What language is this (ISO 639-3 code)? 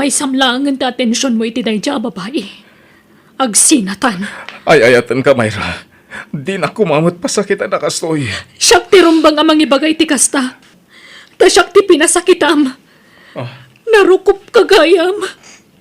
ilo